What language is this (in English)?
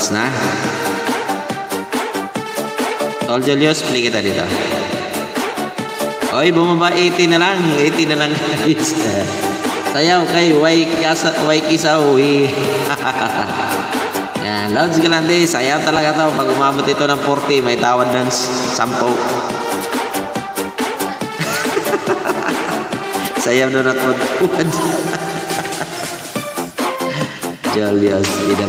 Filipino